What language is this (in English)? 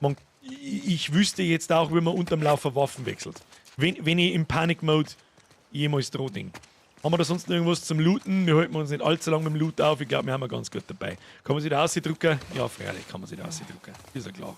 Bavarian